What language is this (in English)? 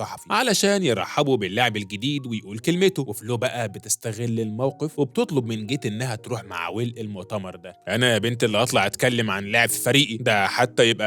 Egyptian Arabic